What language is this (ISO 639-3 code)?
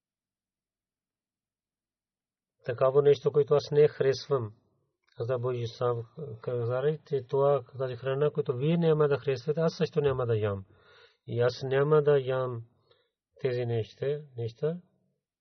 bul